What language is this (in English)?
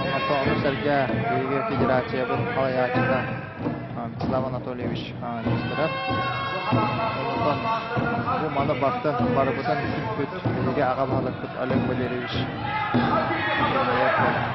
Yakut